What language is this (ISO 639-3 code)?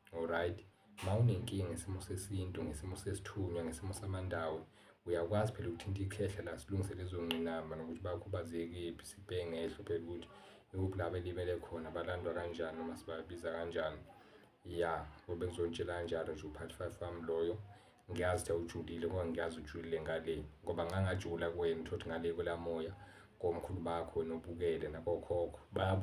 zul